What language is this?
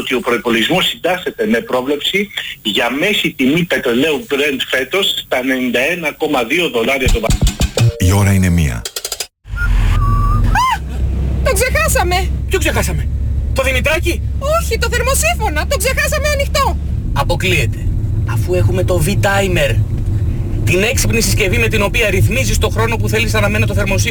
Greek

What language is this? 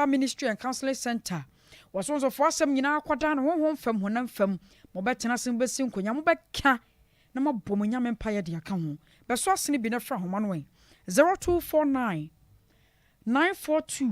Akan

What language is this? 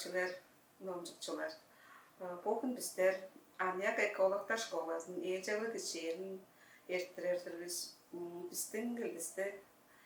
Tuvinian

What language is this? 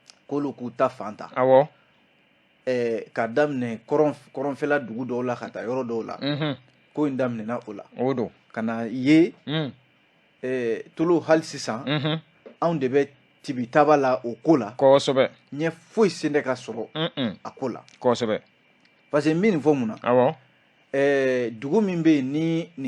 Bambara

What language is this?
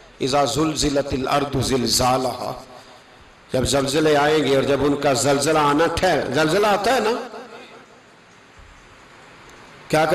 Urdu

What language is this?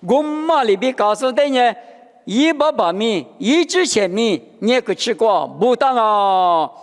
Lisu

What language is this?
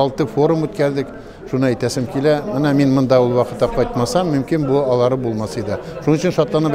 Tatar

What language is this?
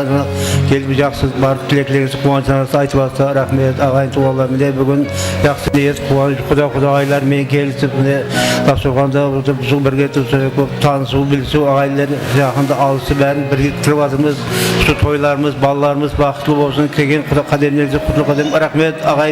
Kara-Kalpak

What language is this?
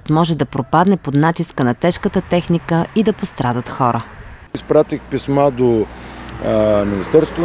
Bulgarian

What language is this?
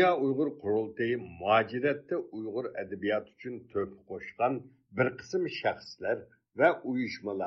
Uyghur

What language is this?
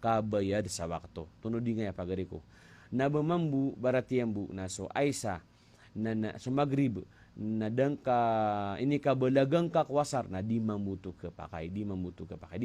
Maranao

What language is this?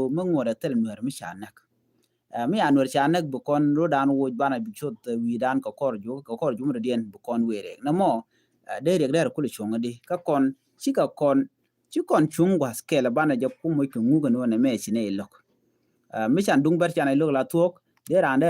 Nuer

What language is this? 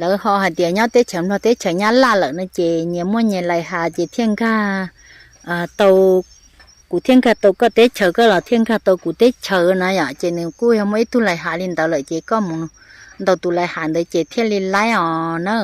Hmong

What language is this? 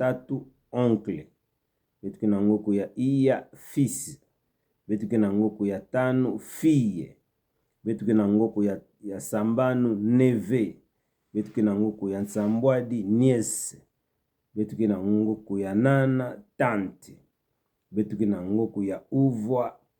Kituba (Democratic Republic of Congo)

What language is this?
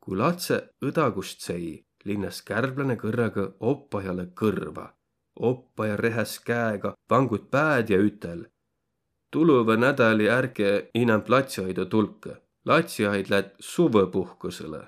Võro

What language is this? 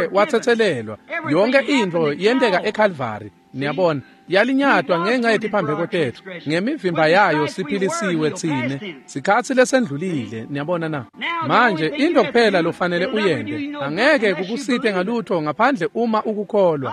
Swati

